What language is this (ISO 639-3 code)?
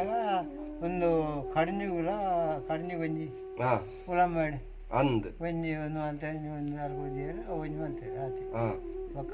tcy